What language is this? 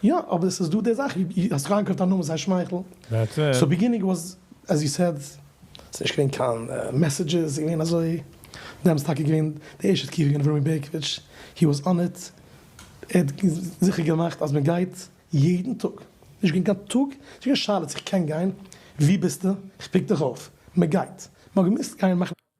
Yiddish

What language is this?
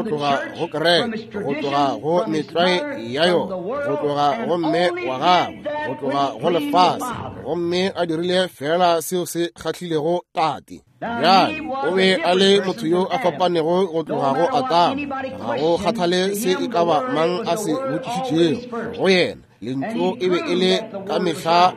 Northern Sotho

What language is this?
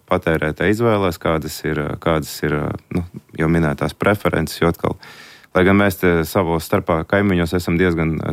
Latvian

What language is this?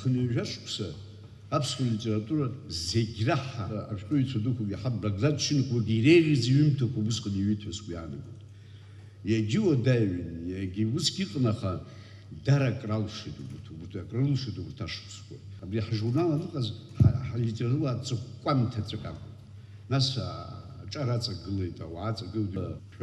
Abkhazian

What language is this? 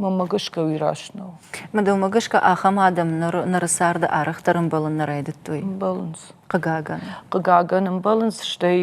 Ossetic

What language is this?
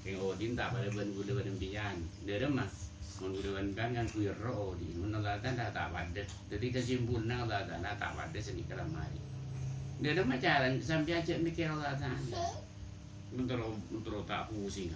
Madurese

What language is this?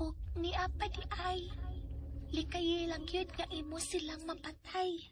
Cebuano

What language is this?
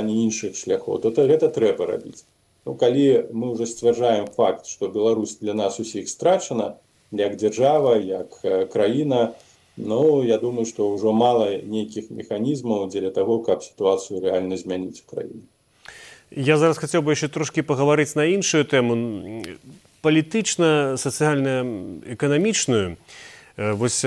Belarusian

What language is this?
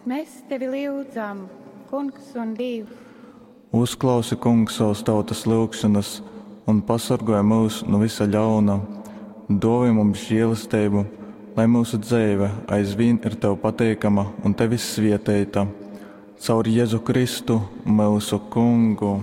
Latgalian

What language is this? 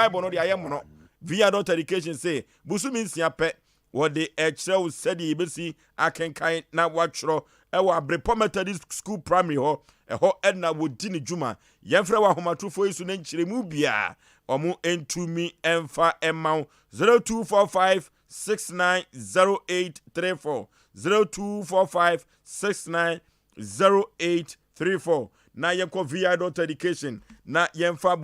Akan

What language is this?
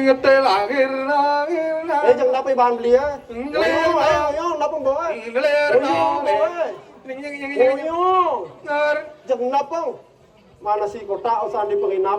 Balinese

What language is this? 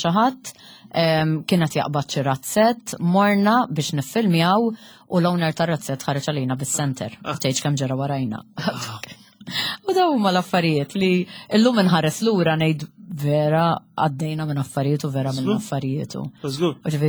Maltese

